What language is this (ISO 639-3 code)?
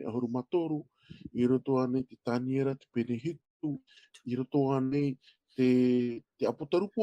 tah